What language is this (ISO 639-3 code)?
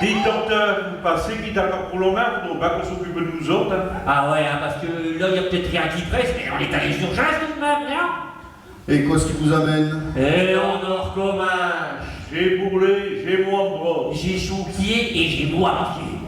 pcd